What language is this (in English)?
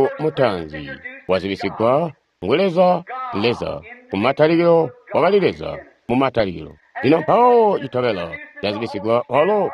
Tonga (Zambia)